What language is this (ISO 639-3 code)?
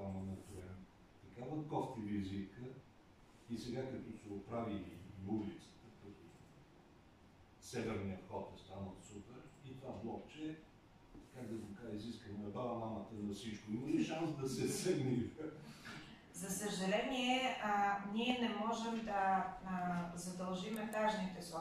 bul